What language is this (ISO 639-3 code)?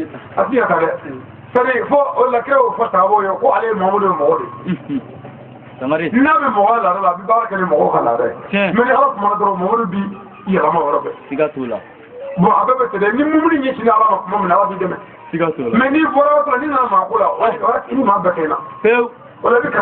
bam